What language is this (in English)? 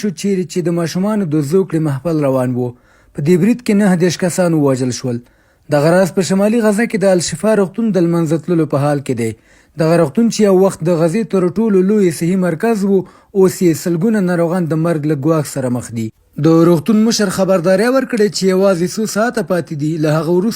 Pashto